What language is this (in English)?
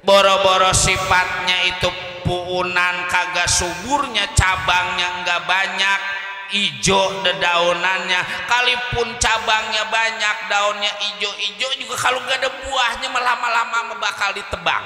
Betawi